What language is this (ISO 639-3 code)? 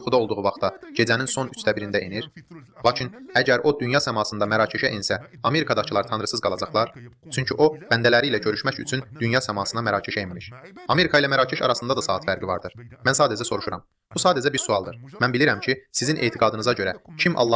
aze